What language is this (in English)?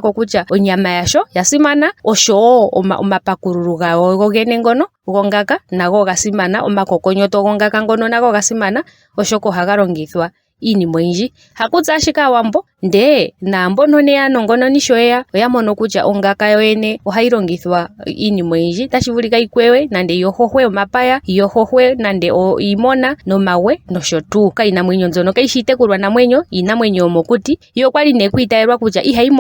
Ndonga